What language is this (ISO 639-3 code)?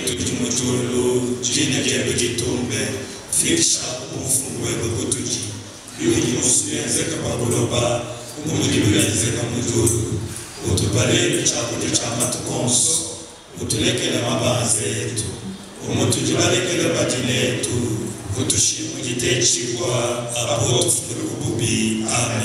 lua